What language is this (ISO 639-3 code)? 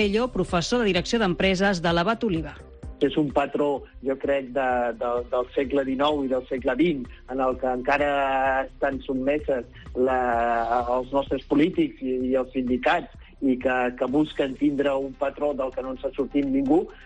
cat